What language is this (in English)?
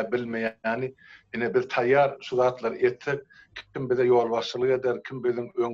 Turkmen